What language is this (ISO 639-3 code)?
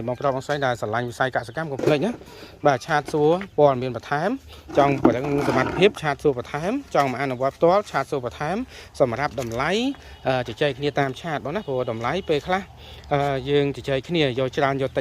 khm